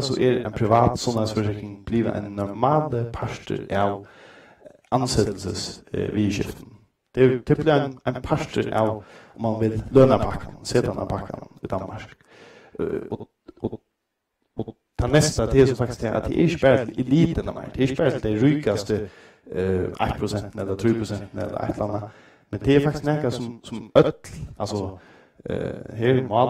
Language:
Faroese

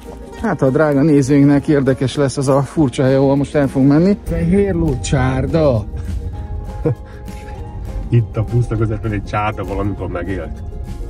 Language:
Hungarian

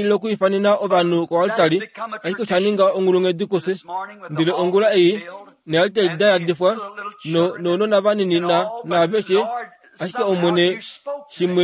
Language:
Kuanyama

